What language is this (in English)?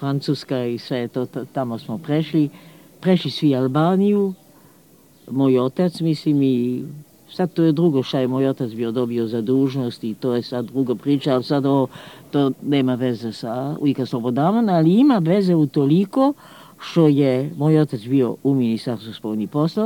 Serbian